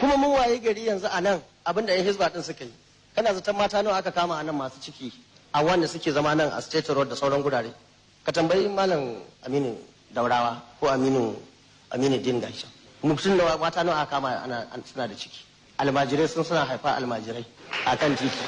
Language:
Hausa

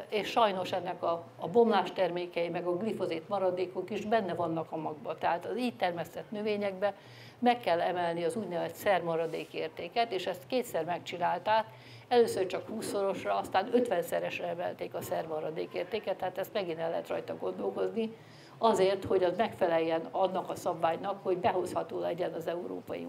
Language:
Hungarian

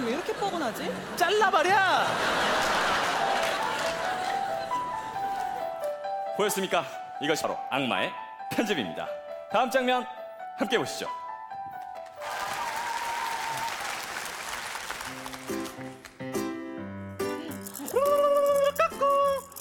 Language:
Korean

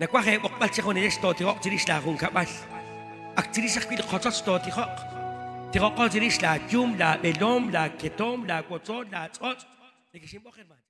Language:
Kekchí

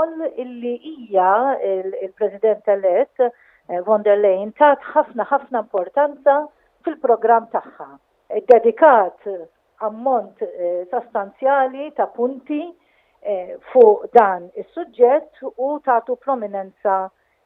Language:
Maltese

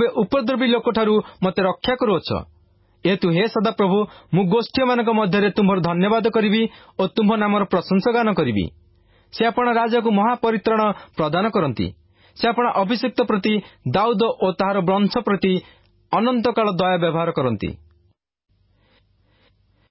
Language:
Odia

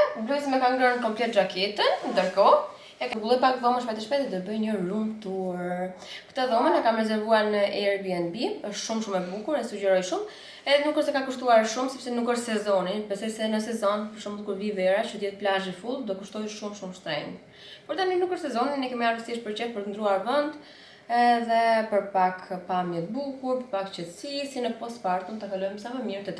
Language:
Albanian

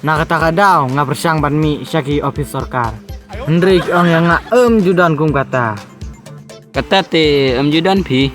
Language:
Khasi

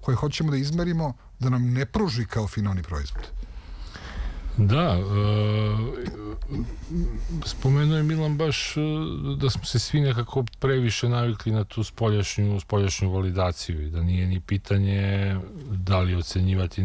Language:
Serbian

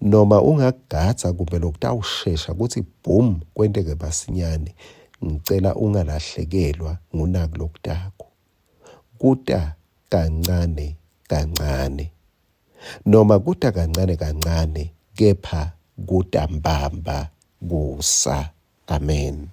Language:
Swati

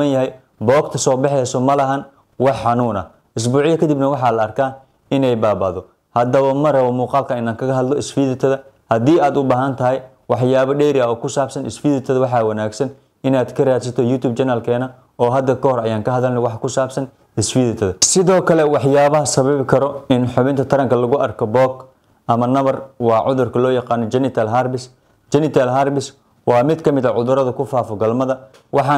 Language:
Somali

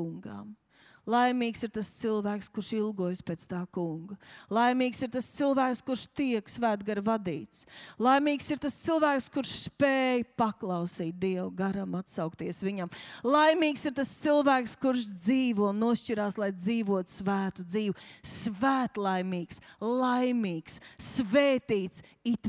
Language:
Latvian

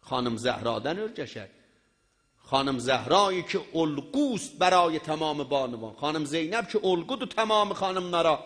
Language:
South Azerbaijani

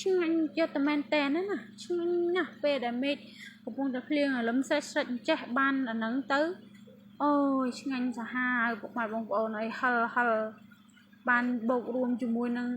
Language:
Khmer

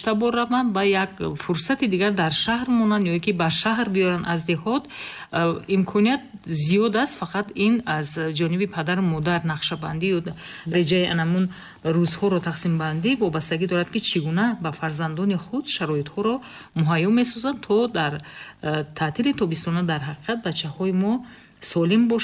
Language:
Tajik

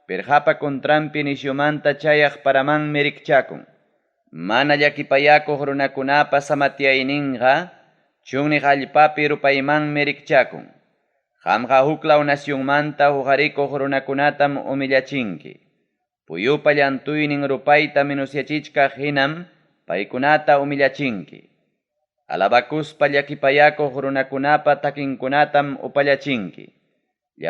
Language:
Ayacucho Quechua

